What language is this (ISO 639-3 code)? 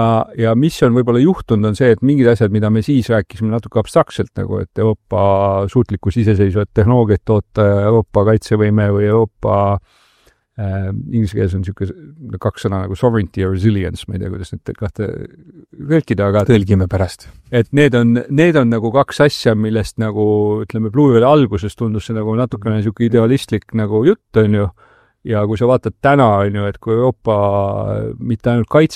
est